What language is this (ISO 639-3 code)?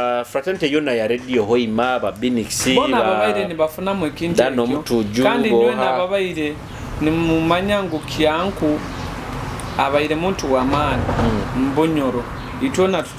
nyo